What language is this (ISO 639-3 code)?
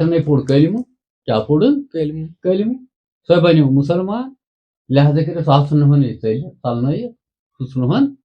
kas